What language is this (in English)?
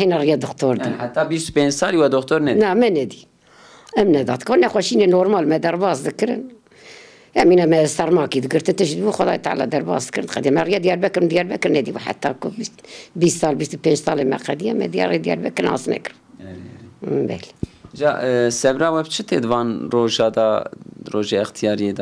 Kurdish